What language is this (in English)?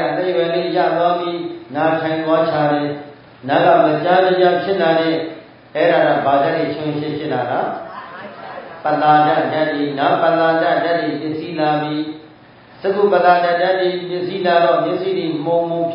Burmese